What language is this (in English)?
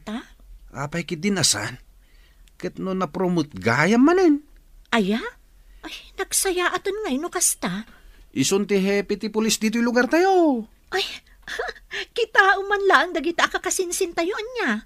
Iloko